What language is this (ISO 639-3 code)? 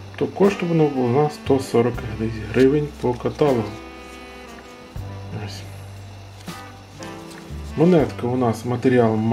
ukr